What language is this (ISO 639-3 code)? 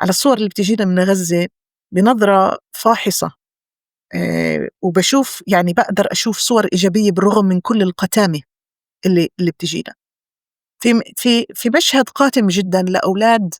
apc